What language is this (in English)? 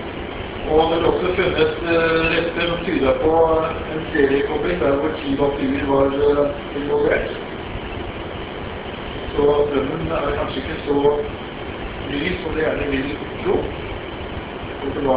Norwegian